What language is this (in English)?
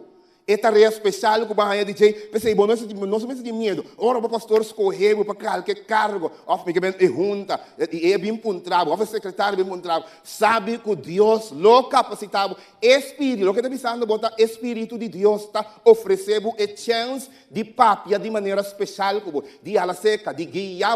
Papiamento